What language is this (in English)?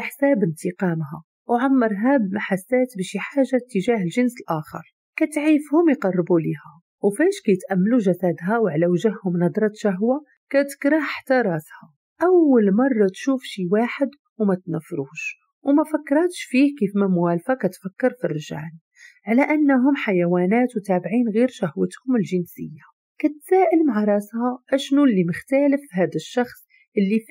Moroccan Arabic